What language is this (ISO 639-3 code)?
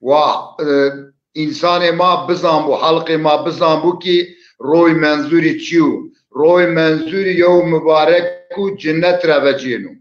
zza